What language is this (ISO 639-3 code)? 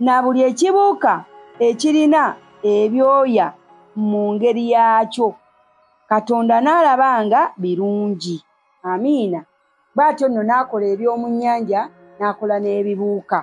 lug